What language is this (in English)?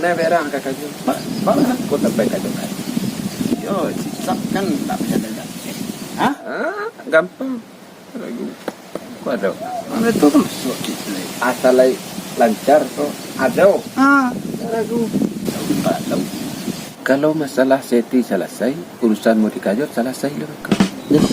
Minangkabau